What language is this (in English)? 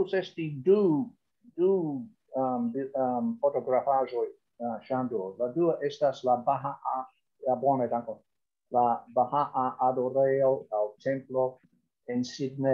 Esperanto